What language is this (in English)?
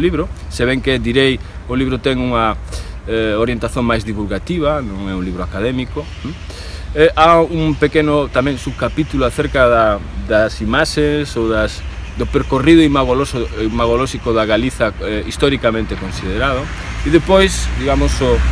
Galician